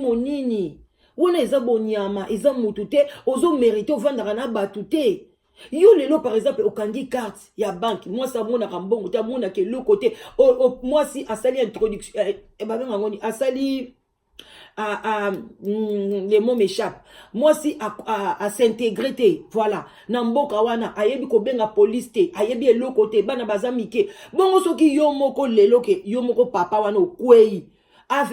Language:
Lingala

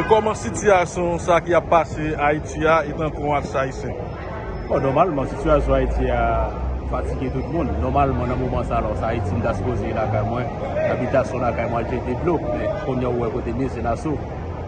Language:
Haitian Creole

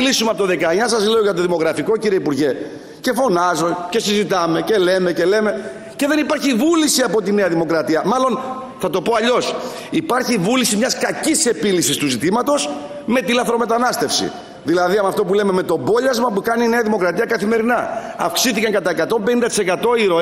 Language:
Greek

